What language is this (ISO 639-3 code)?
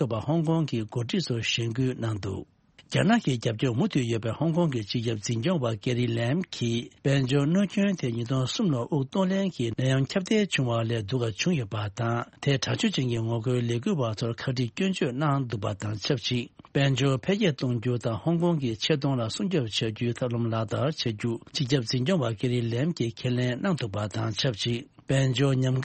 bod